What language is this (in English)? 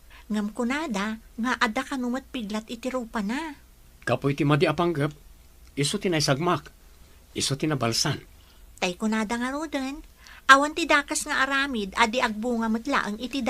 Iloko